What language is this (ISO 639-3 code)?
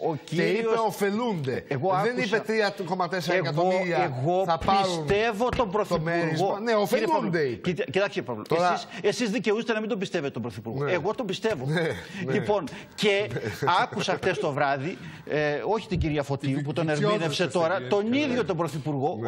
ell